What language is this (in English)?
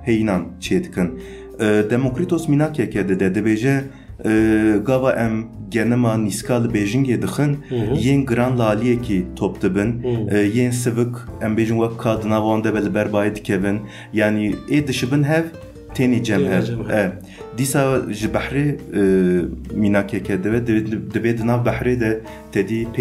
Kurdish